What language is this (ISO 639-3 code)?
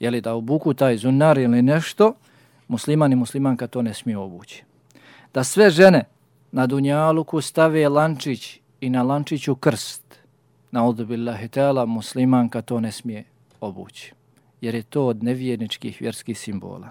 bos